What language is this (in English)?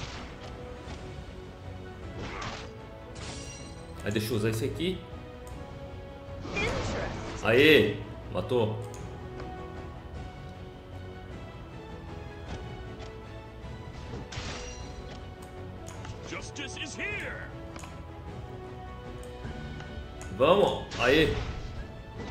Portuguese